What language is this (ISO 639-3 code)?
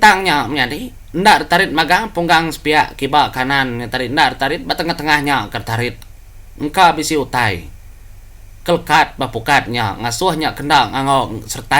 iba